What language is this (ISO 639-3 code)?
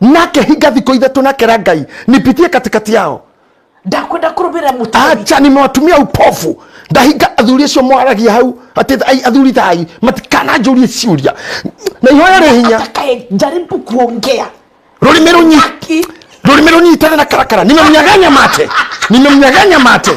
kik